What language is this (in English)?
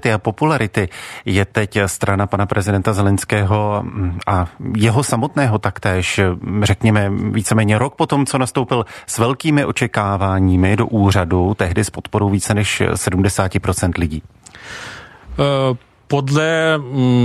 Czech